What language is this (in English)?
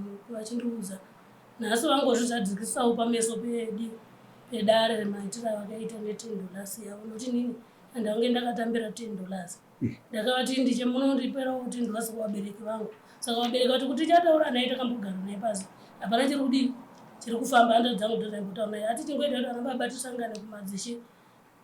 Shona